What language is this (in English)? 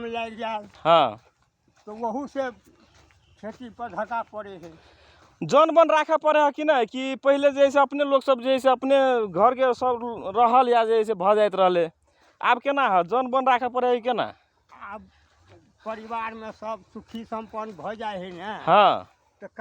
Magahi